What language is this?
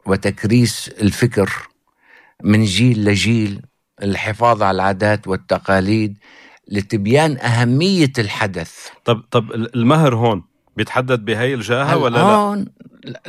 North Levantine Arabic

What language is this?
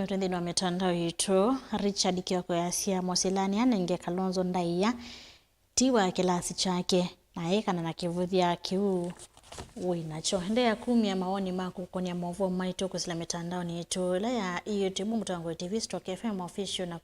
Kamba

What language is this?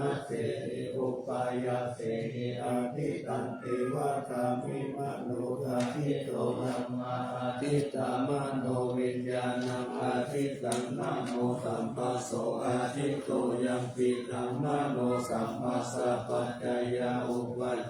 Pali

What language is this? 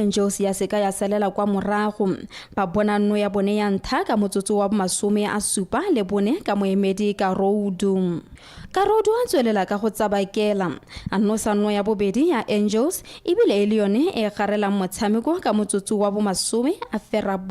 Tswana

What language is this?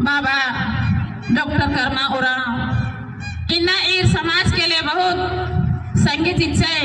Kurukh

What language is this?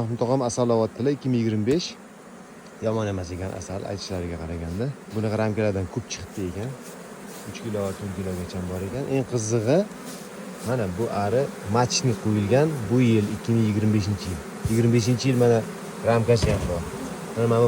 Uzbek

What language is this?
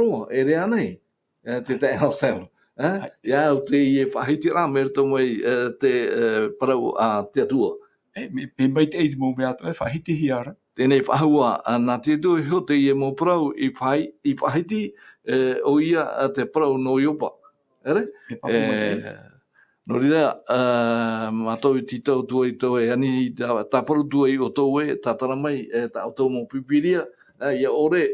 Tahitian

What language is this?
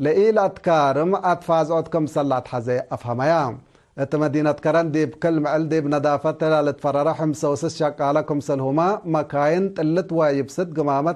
Tigre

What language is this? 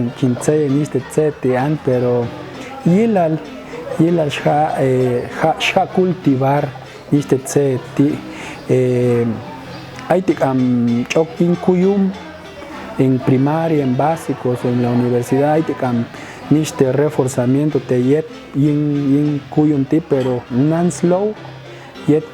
Popti'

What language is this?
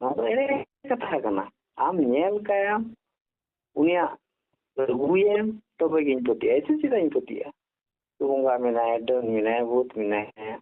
Santali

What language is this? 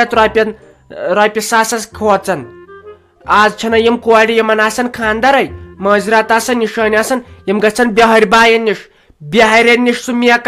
Kashmiri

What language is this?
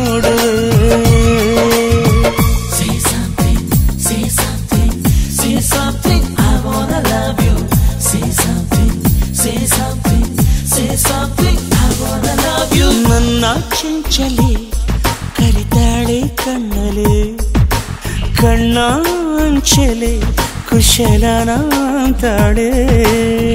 Kannada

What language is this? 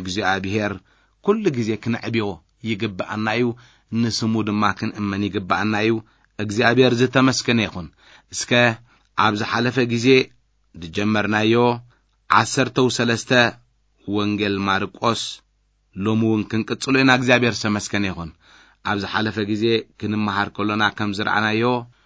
Tigrinya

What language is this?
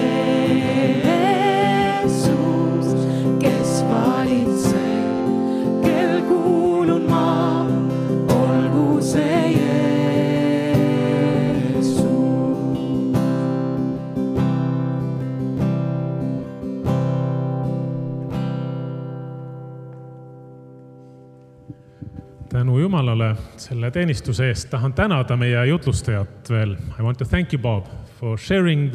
Estonian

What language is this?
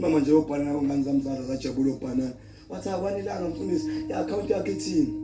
Zulu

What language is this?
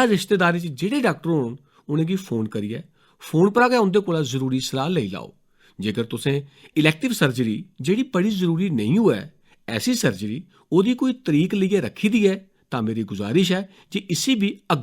Dogri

